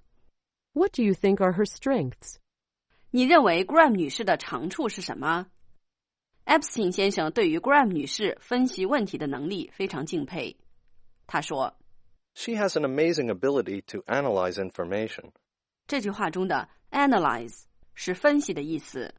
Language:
Chinese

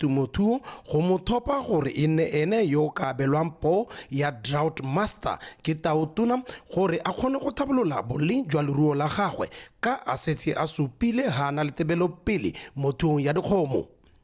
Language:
Tswana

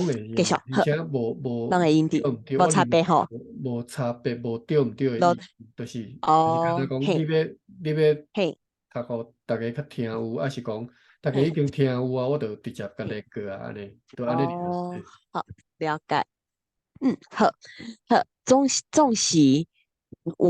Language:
Min Nan Chinese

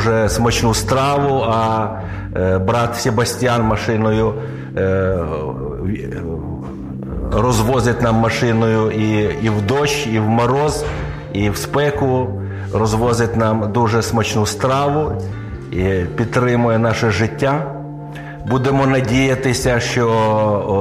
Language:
Ukrainian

